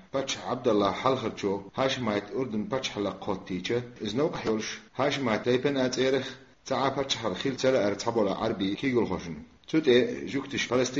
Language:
Chechen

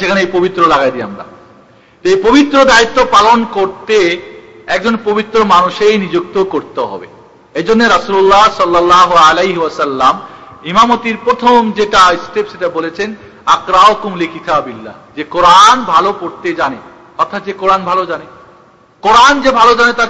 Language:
Bangla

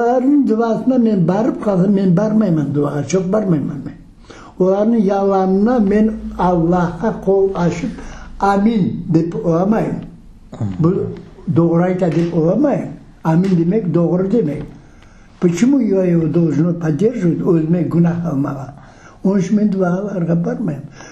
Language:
Crimean Tatar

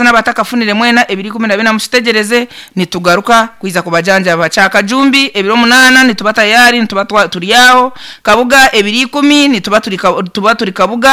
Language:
Nyankole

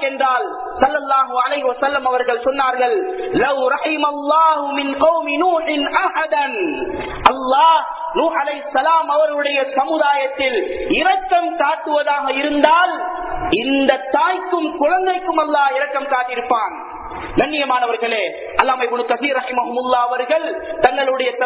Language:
Tamil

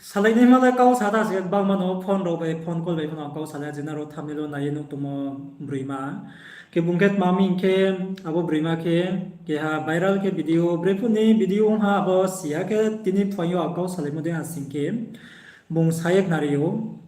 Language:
Riang (India)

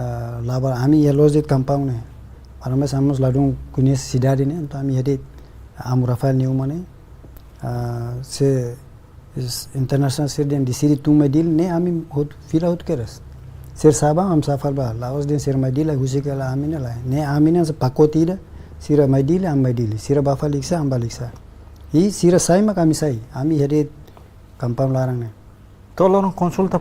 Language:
Tetum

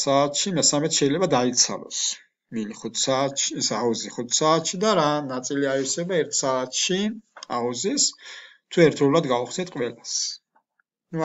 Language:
Georgian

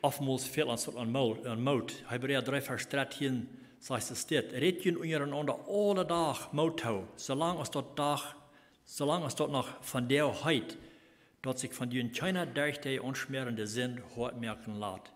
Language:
Plautdietsch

